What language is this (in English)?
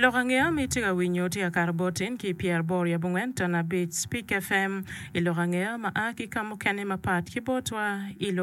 Acoli